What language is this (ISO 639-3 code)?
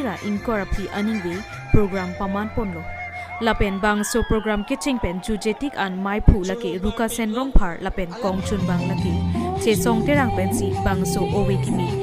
mjw